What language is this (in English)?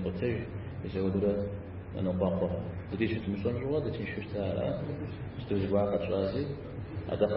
Kabardian